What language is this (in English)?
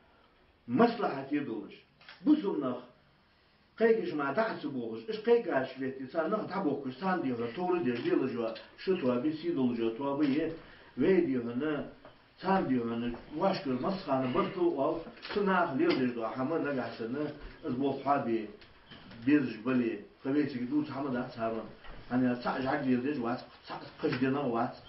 Ingush